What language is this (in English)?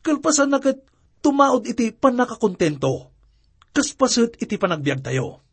Iloko